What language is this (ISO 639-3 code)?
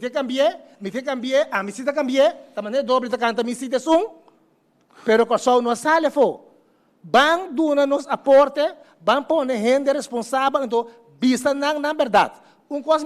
pap